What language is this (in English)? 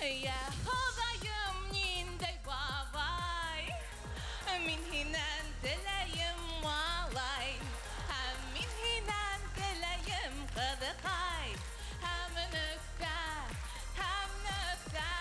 Bashkir